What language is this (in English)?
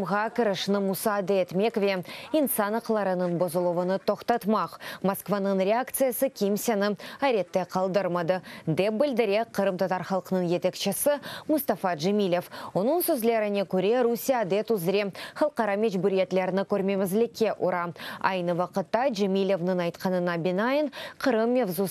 Crimean Tatar